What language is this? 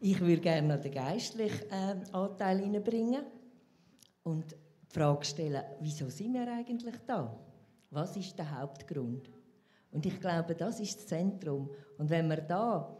Swiss German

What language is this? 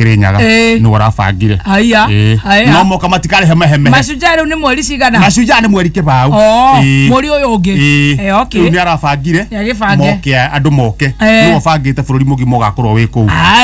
Kikuyu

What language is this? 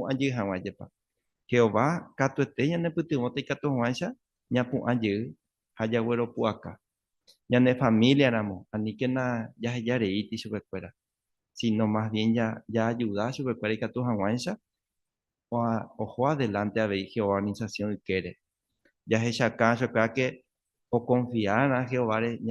Guarani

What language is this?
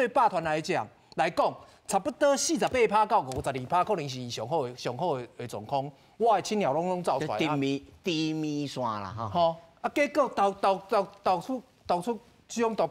Min Nan Chinese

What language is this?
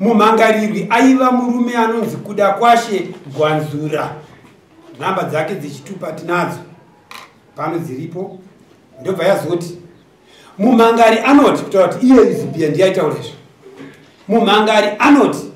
Shona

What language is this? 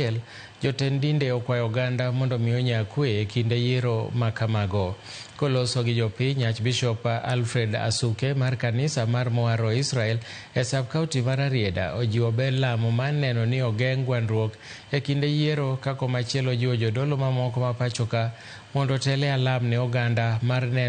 Luo (Kenya and Tanzania)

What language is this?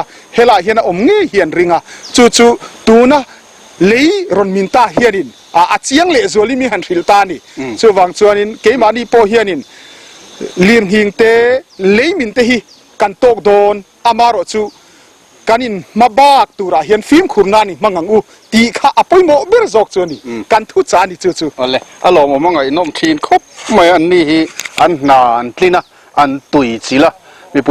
Mizo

